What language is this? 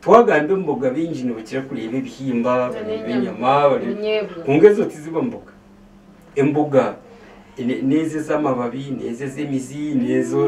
Nyankole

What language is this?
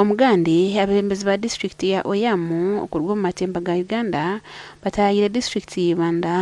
Nyankole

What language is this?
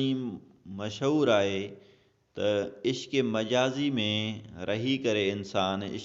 Sindhi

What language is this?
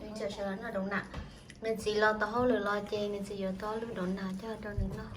Hmong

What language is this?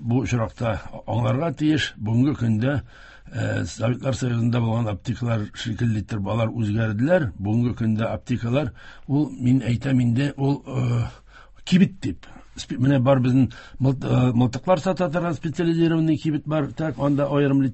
Tatar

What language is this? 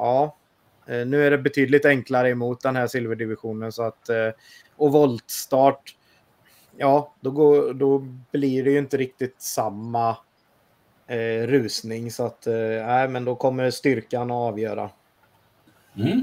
Swedish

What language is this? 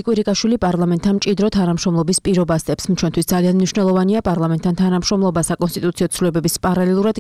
Georgian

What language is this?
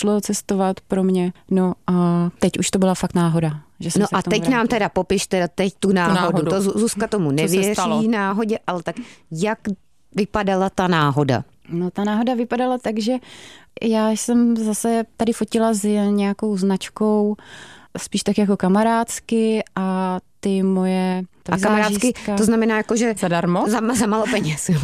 Czech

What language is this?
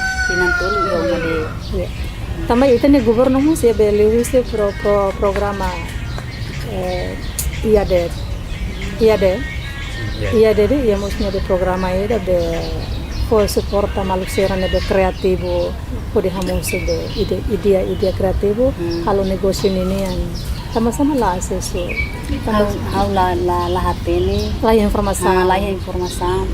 Tetum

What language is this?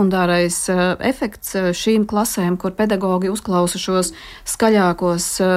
Latvian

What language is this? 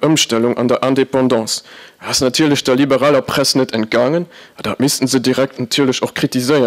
Luxembourgish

